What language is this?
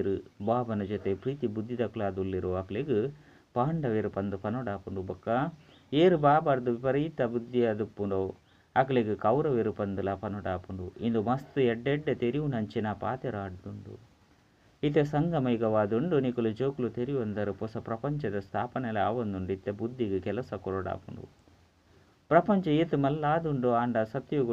Tulu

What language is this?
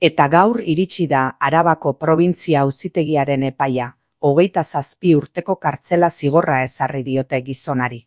Basque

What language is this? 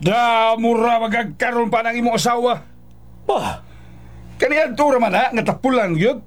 Cebuano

